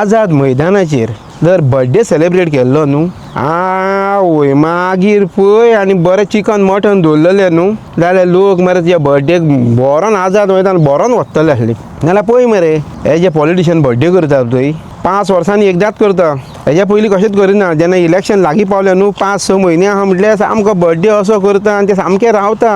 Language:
Konkani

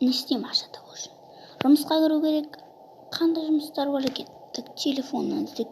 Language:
Kazakh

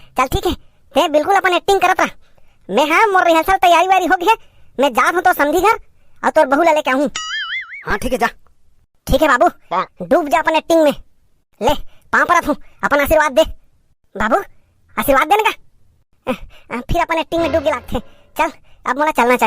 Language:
Chhattisgarhi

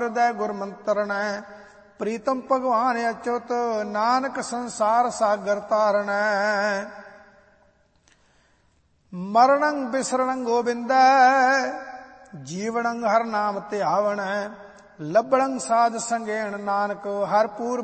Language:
Punjabi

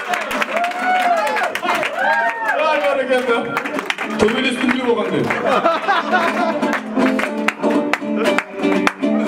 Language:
Kazakh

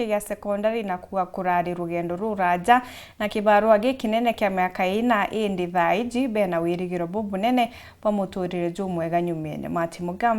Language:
Meru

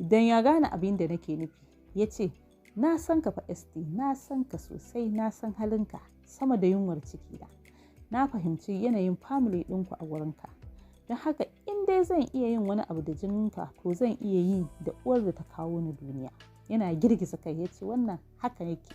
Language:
Hausa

